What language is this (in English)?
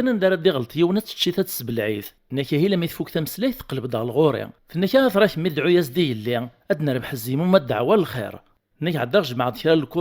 Kabyle